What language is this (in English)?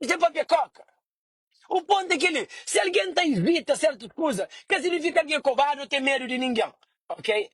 Kabuverdianu